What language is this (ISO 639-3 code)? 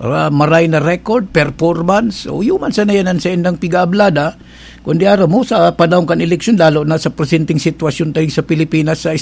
bik